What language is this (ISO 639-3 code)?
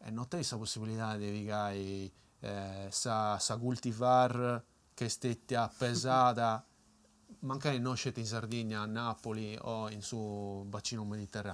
srd